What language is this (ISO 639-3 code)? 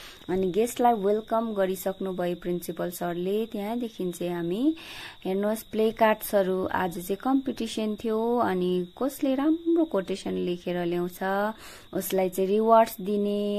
nep